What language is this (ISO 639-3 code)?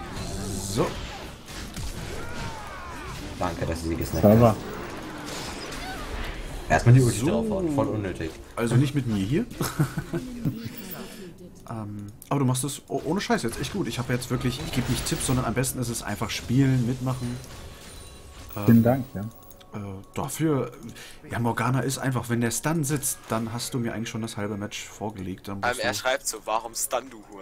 deu